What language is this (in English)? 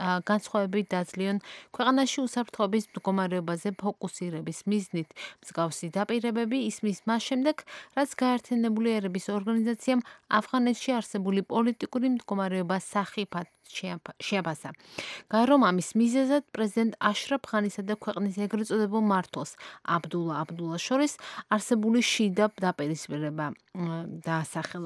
Georgian